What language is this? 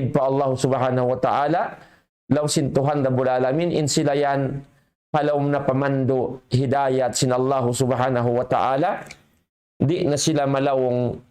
Tausug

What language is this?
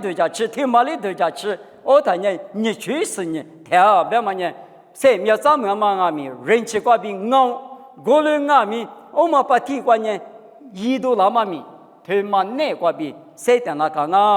Lisu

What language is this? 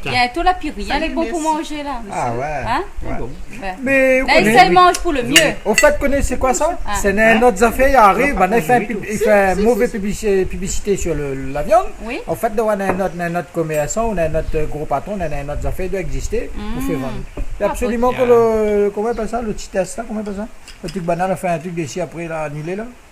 Réunion Creole French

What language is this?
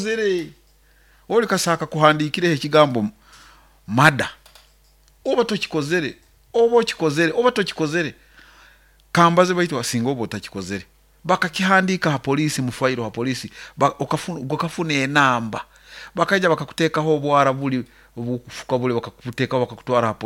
Nyoro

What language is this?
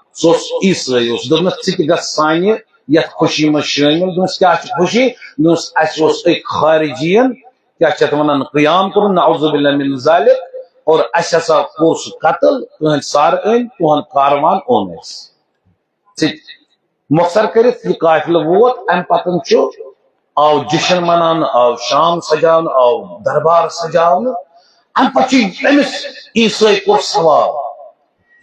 Kashmiri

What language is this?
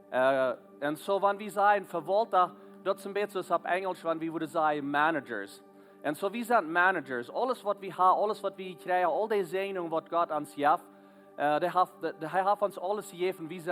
Plautdietsch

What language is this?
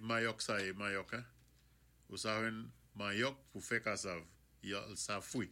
Saint Lucian Creole French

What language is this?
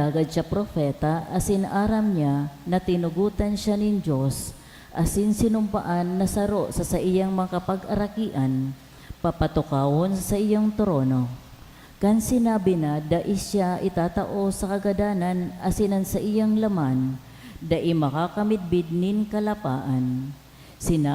Bikol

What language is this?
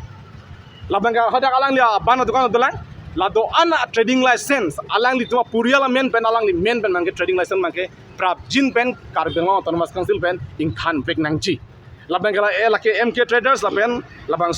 Karbi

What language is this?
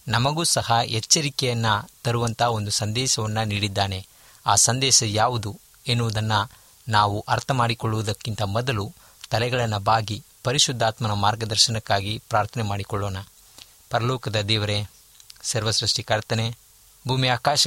Kannada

